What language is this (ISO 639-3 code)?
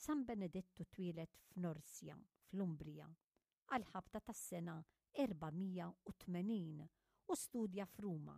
mlt